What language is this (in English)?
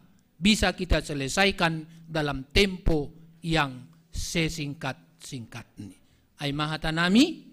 Batak Simalungun